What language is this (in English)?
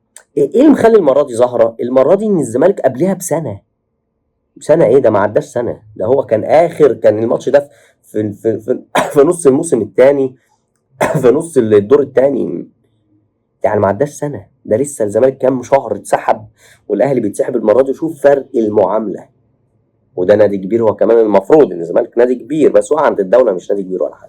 Egyptian Arabic